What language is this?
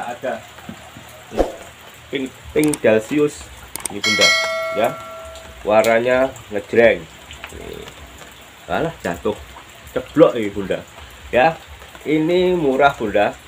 Indonesian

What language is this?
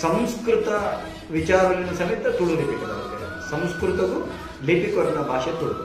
Tulu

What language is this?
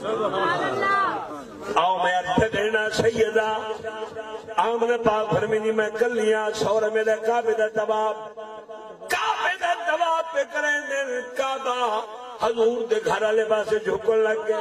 Saraiki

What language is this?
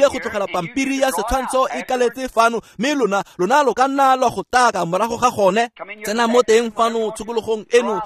Tswana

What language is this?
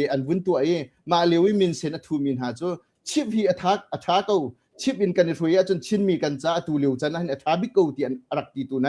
Hakha Chin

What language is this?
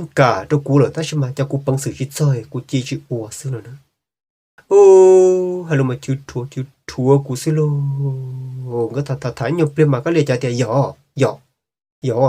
Hmong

